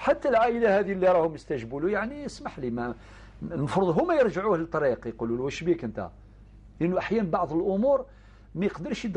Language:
Algerian Arabic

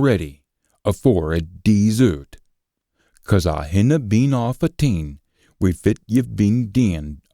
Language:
Scots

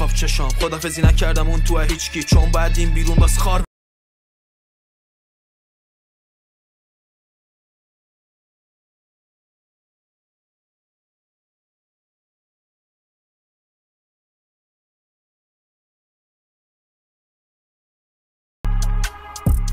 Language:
Persian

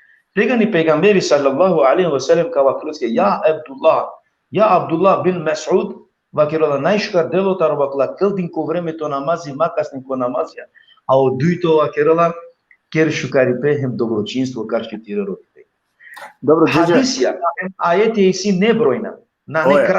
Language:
Balkan Romani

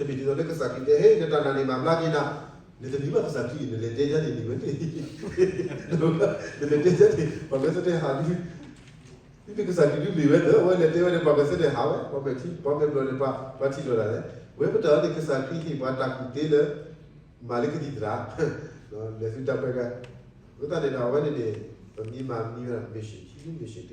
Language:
S'gaw Karen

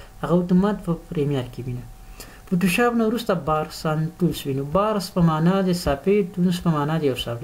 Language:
Pashto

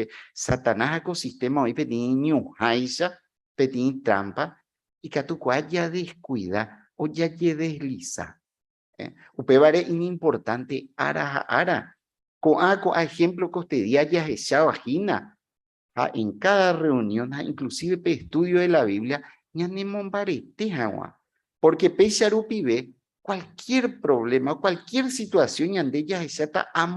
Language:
Guarani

